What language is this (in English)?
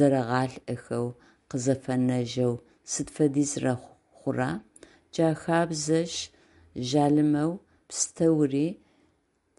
Adyghe